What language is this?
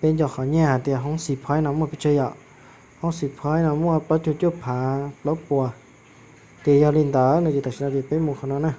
Hmong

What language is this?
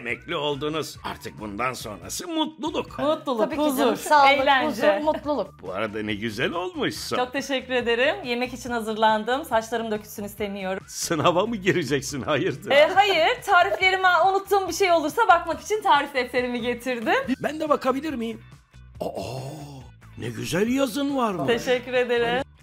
Turkish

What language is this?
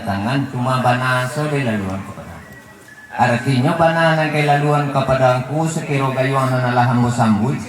Minangkabau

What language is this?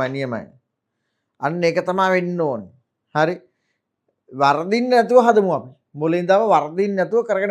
Sinhala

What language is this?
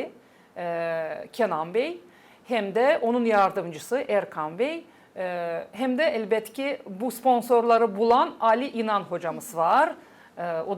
Gagauz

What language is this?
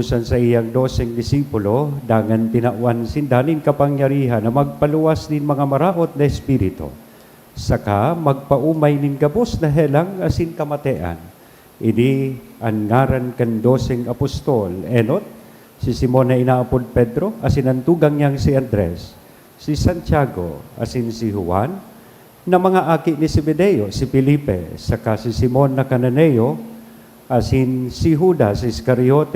Bikol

